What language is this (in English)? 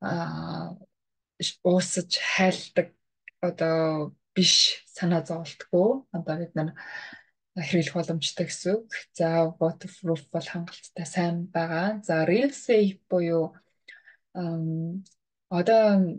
Mongolian